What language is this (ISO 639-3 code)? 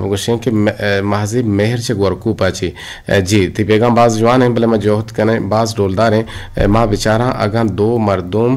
bgp